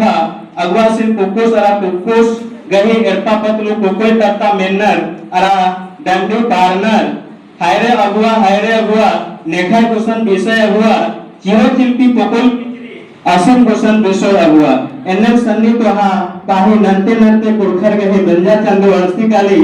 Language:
Kurukh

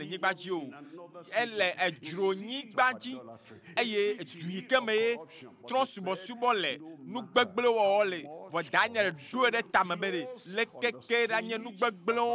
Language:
Ewe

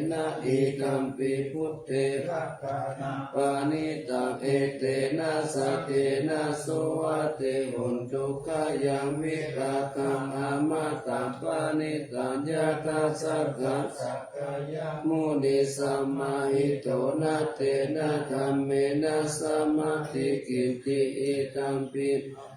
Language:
Pali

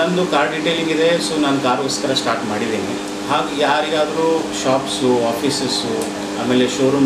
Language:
Kannada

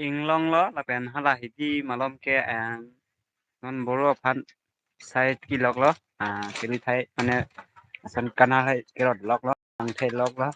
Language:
Karbi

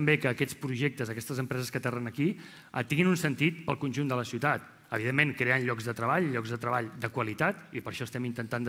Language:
Catalan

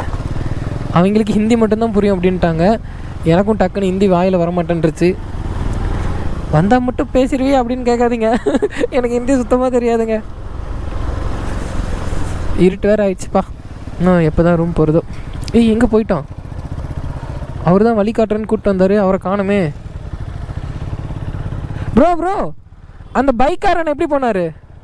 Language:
Tamil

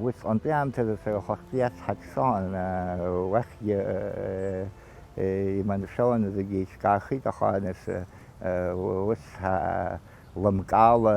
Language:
Abkhazian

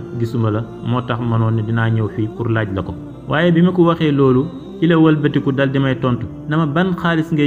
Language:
Wolof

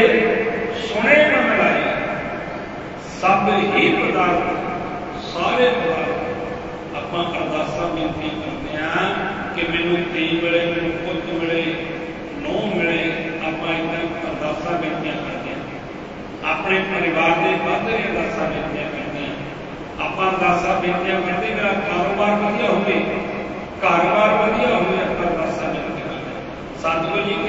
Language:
Punjabi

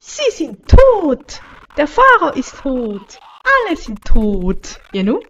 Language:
Swiss German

